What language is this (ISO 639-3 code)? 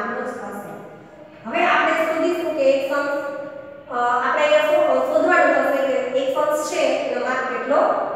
guj